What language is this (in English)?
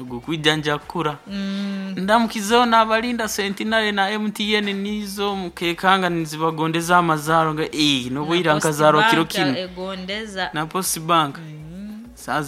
Nyoro